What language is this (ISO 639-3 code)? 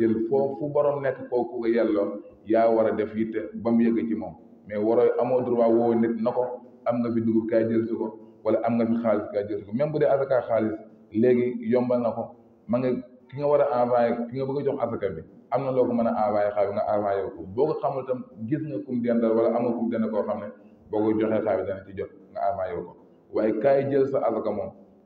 wol